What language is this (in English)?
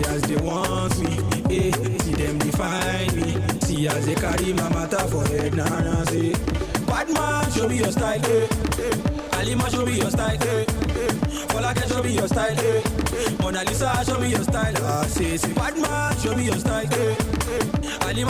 Nigerian Pidgin